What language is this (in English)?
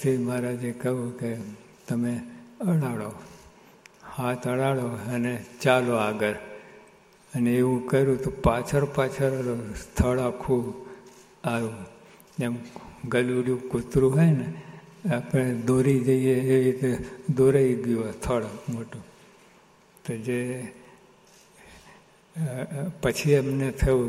Gujarati